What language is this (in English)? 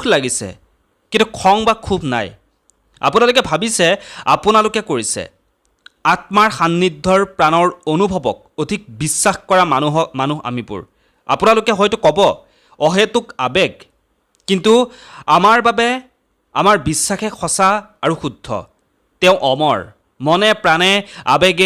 Assamese